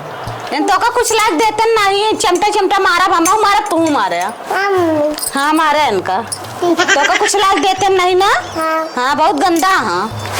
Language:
Awadhi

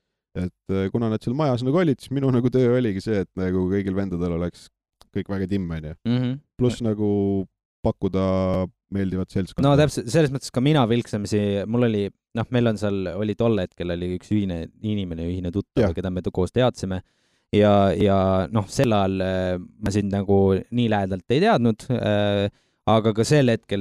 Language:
Estonian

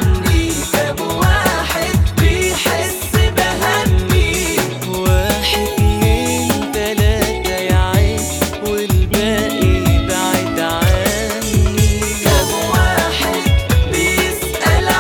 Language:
Egyptian Arabic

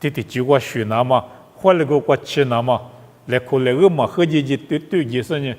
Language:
Lisu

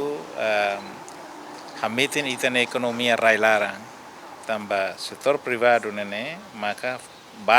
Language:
Tetum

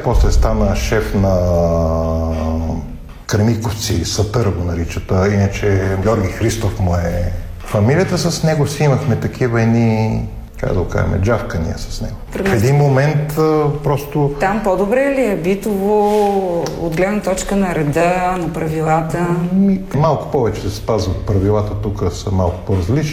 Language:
Bulgarian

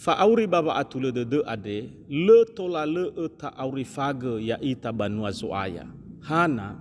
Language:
Nias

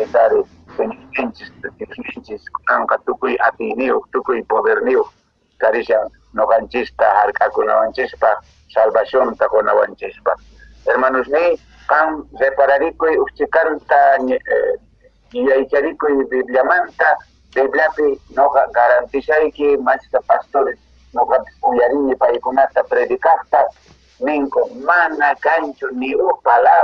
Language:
Quechua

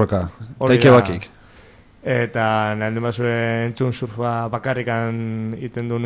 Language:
Basque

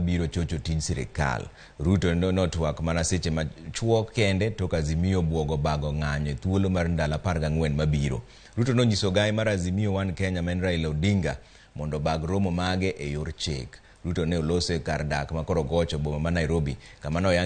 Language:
Luo (Kenya and Tanzania)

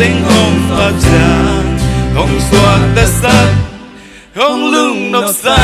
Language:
Tedim Chin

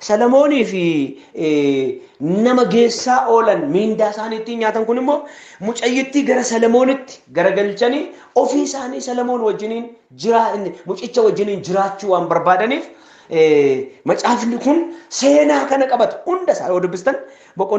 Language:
Oromo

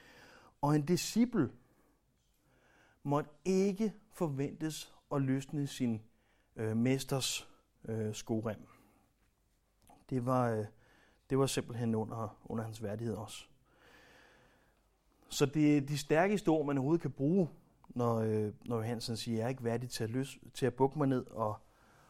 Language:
Danish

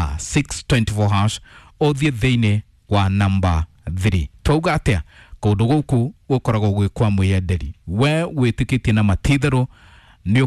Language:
Kikuyu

